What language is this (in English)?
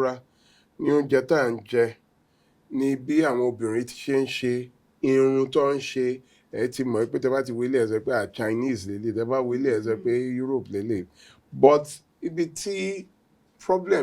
Yoruba